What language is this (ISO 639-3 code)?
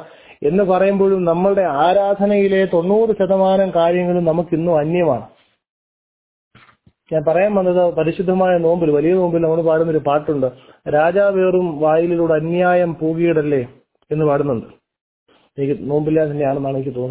mal